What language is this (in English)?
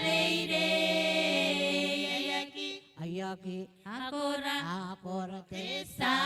Gilbertese